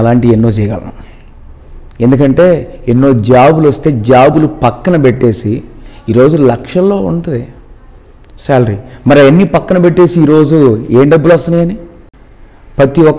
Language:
Telugu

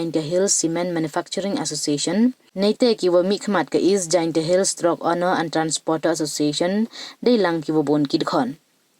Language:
Pnar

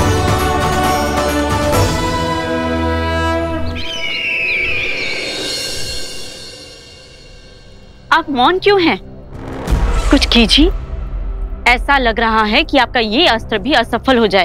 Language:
Hindi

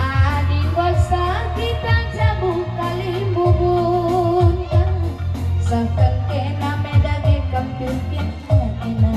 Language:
Batak Karo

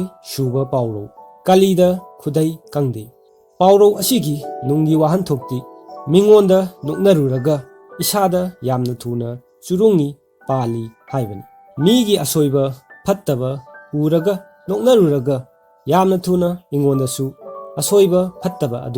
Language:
Manipuri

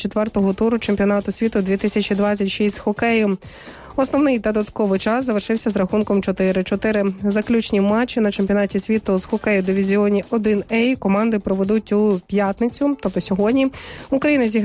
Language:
Ukrainian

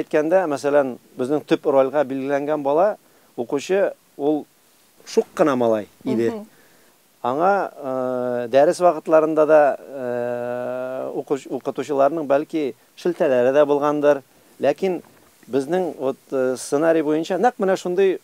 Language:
Tatar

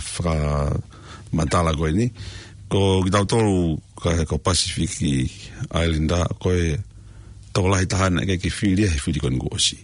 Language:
Tongan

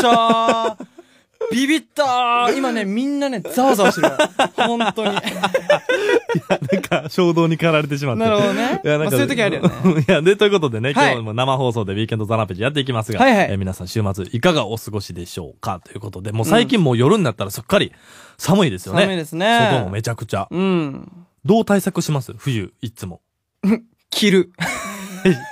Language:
Japanese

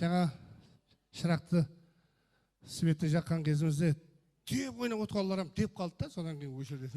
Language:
Kara-Kalpak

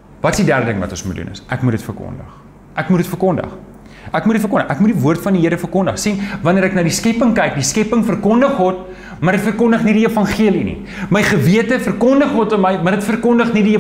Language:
Afrikaans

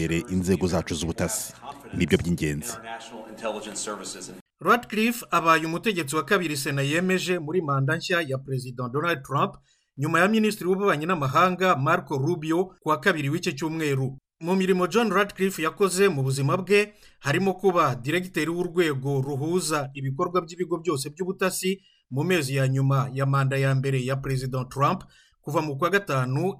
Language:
Kinyarwanda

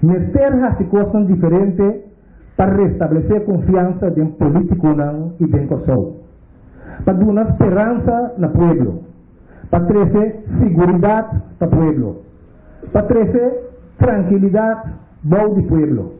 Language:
Papiamento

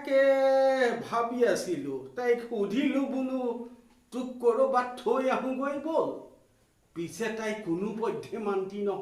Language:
Assamese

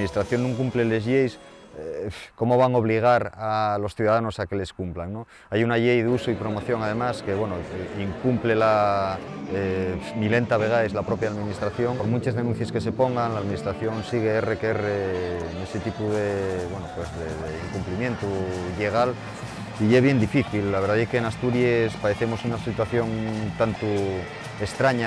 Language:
Asturian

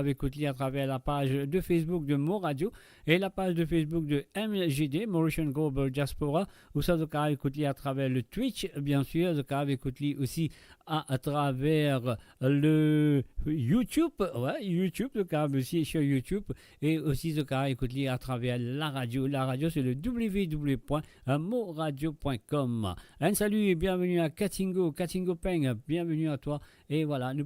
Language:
Morisyen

